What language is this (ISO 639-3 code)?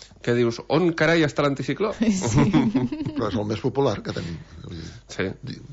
cat